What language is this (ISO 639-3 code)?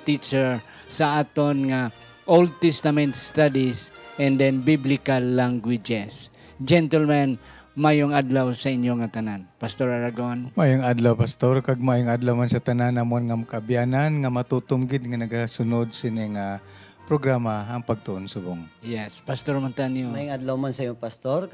hil